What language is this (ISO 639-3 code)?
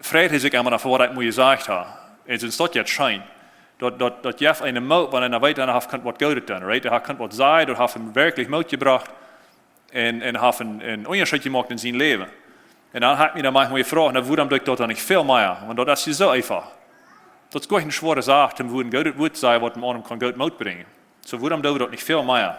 pdt